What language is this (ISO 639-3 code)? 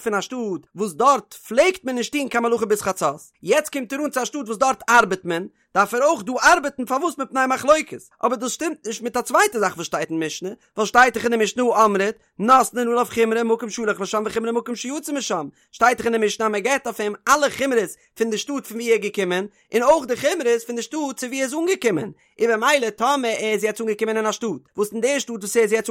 yid